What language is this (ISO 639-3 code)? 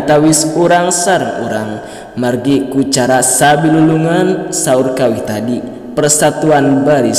sun